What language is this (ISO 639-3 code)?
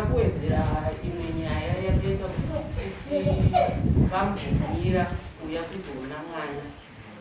sna